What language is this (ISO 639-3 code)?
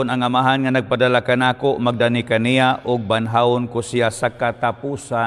ceb